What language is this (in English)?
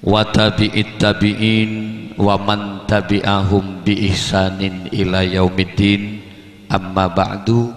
Madurese